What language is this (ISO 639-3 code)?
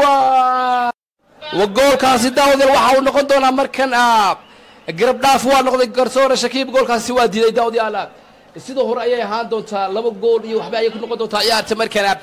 som